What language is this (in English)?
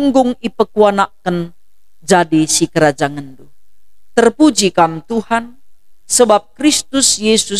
Batak Karo